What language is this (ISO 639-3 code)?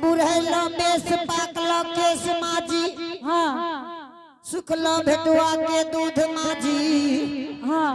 anp